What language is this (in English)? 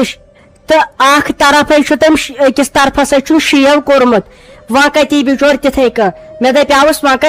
Kashmiri